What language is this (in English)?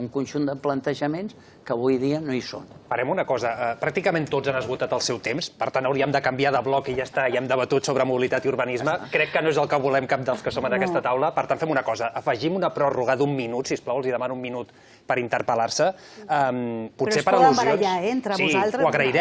Catalan